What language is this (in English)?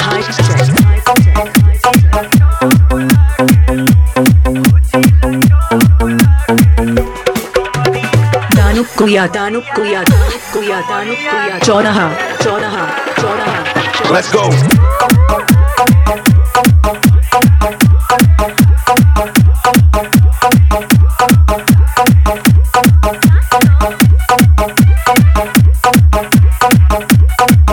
Bhojpuri